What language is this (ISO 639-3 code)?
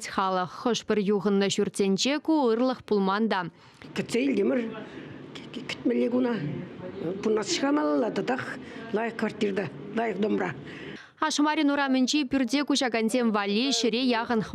chv